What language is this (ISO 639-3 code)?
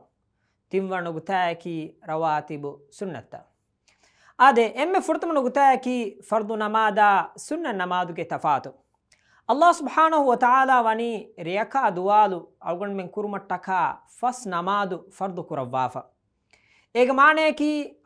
div